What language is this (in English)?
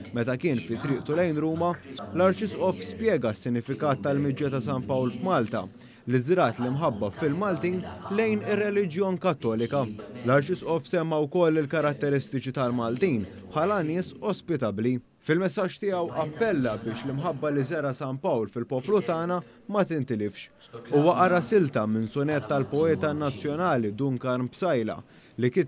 Maltese